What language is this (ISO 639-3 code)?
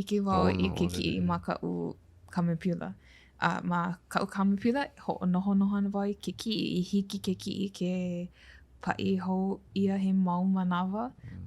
haw